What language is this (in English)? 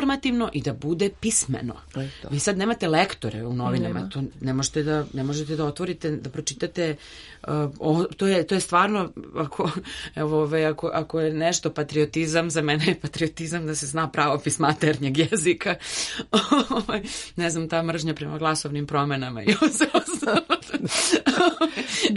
Serbian